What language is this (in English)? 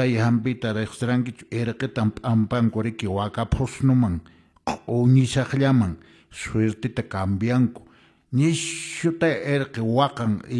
Quechua